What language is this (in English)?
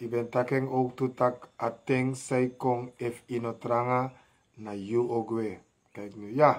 Sranan Tongo